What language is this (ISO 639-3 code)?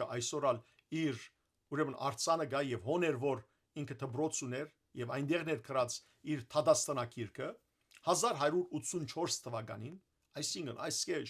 hyw